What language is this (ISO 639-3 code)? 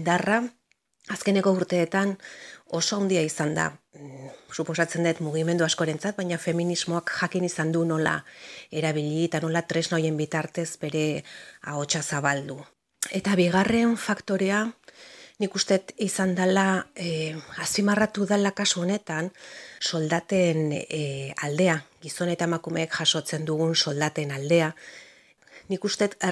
eus